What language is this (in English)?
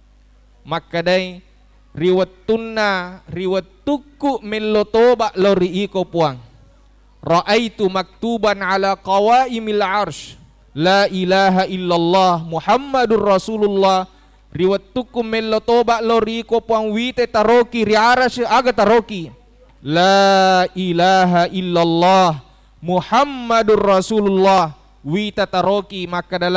Buginese